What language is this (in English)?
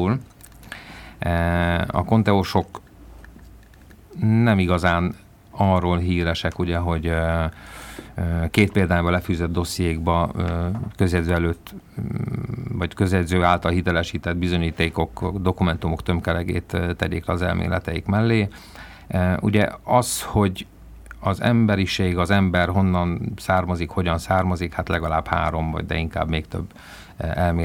Hungarian